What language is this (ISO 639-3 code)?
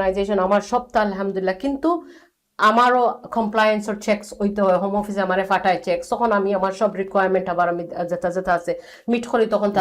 syl